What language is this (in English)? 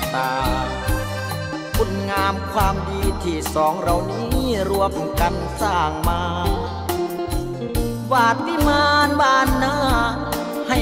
Thai